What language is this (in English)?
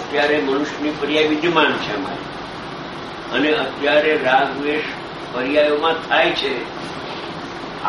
Gujarati